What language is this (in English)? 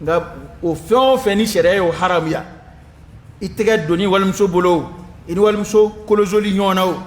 Dyula